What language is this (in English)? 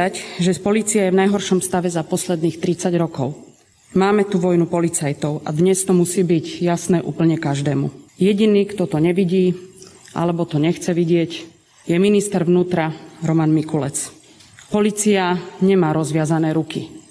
Slovak